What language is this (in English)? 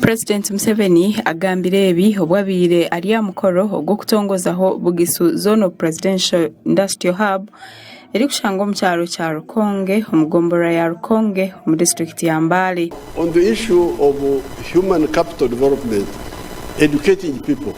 Nyankole